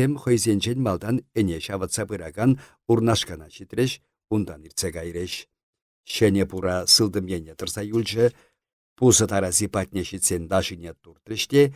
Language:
Chuvash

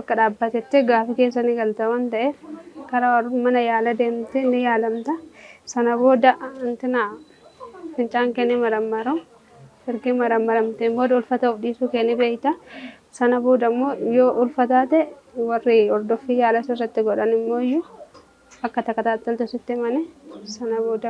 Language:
Oromo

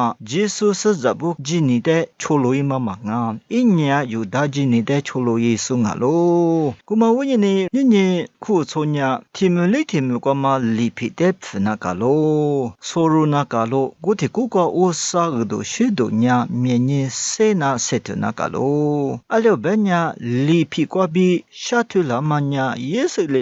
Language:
Lisu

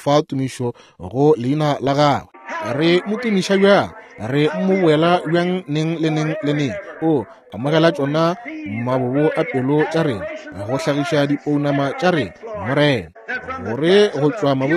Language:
Northern Sotho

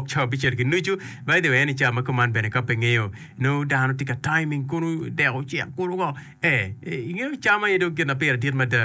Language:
Acoli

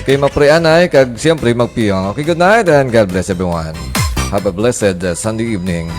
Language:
Hiligaynon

